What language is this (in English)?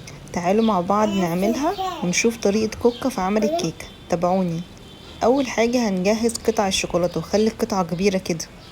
Egyptian Arabic